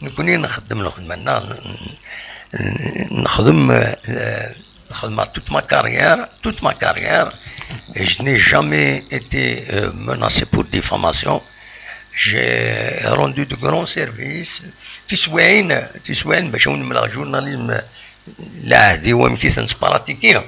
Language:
Kabyle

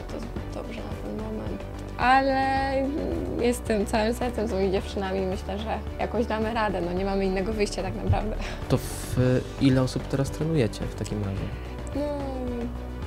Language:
Polish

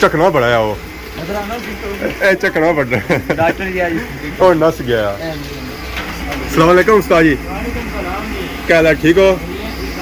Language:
Pahari-Potwari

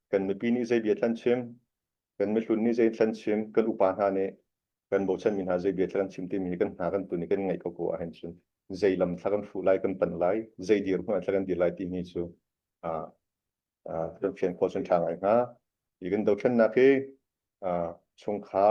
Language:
Hakha Chin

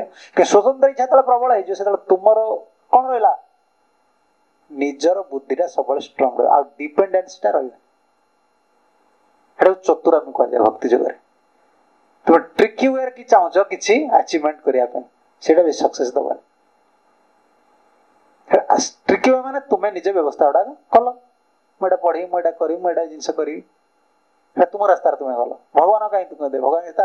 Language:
Odia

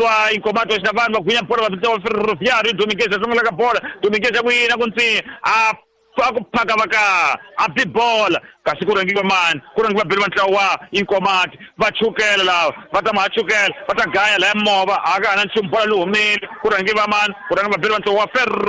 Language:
Tsonga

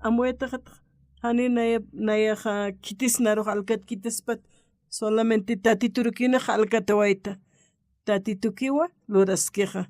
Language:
Aymara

